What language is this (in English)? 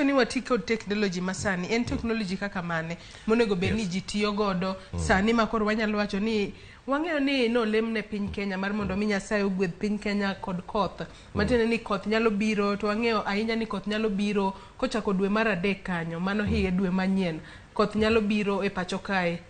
Luo (Kenya and Tanzania)